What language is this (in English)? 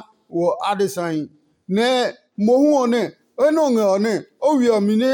Adangme